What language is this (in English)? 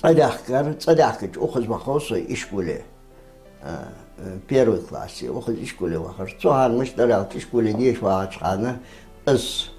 Ingush